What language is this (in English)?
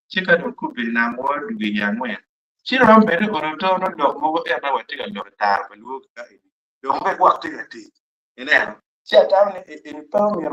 Acoli